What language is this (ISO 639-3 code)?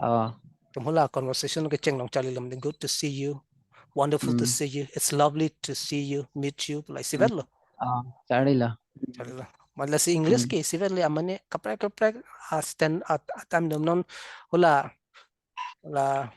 mjw